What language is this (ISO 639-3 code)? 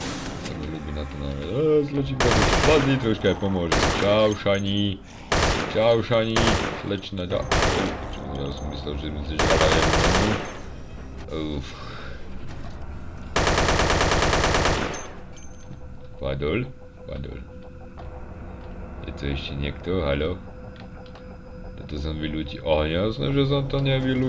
slk